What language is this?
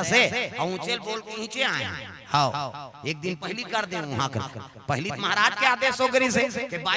Chhattisgarhi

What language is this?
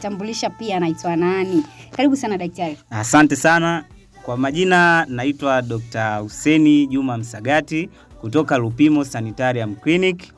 Swahili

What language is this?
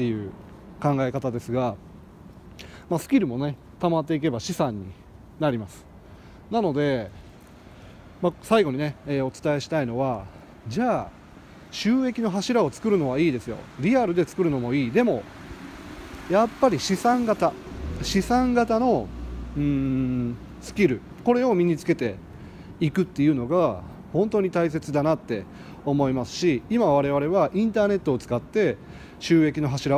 Japanese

